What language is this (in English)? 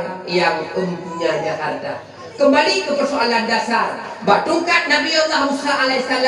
Achinese